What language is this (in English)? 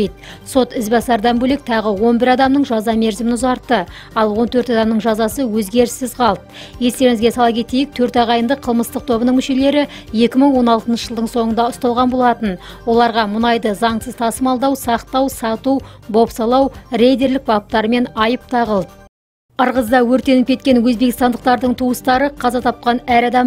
Kazakh